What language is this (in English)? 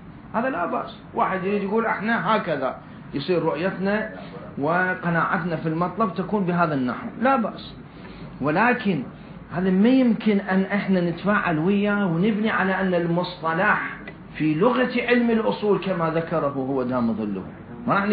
Mesopotamian Arabic